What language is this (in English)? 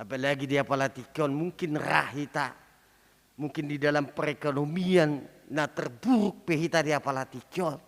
Batak Toba